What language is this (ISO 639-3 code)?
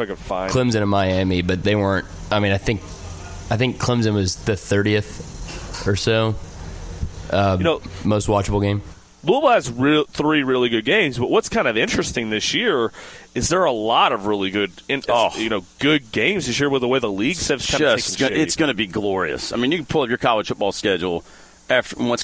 eng